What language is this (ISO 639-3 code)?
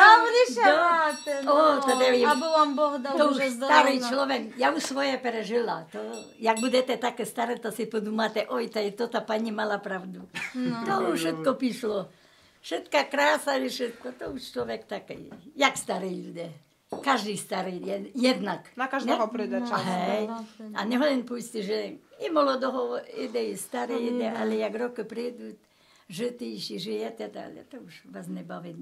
rue